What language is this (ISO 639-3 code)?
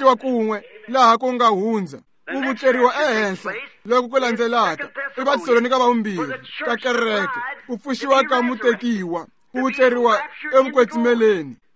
tso